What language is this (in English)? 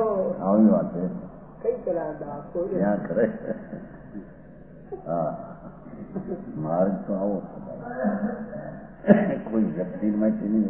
Gujarati